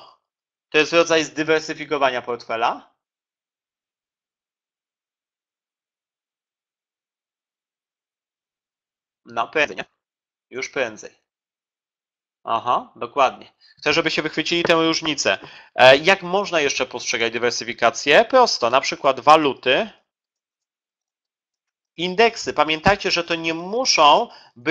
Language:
Polish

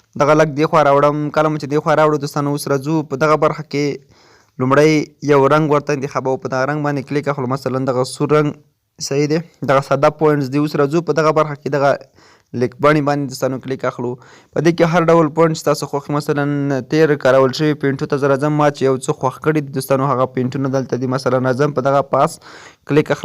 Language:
Pashto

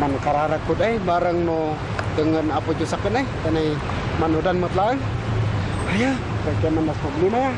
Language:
Kankanaey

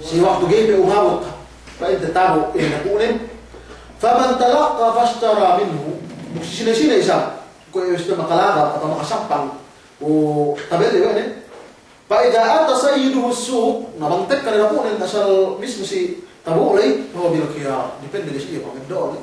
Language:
Yakan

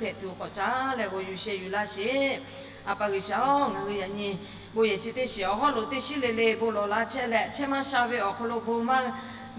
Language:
Lahu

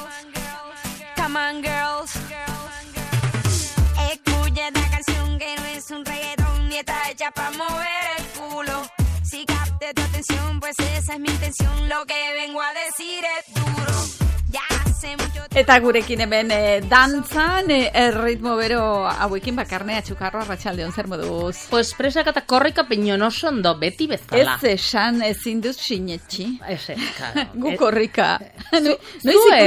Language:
Basque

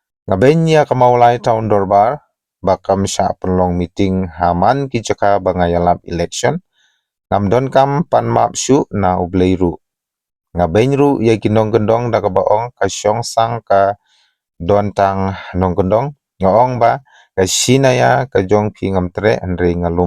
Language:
Khasi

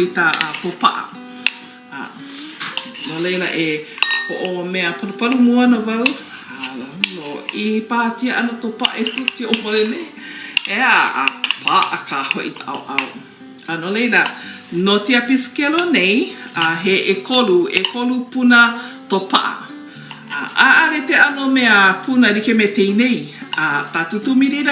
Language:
Hawaiian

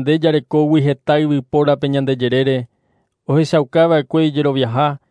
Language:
Guarani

